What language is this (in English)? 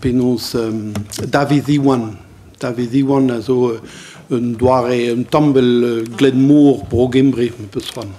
Breton